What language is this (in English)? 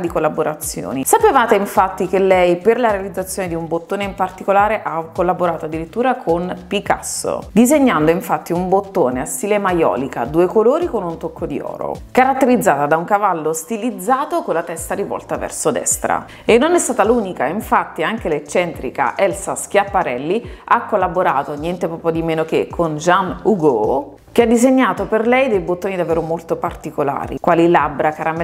Italian